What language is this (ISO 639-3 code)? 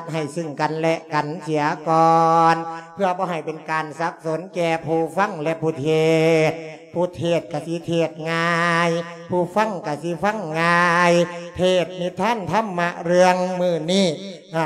lao